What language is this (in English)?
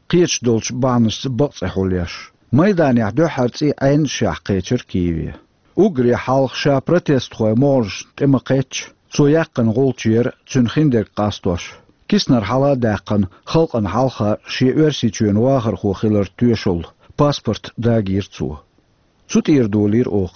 Chechen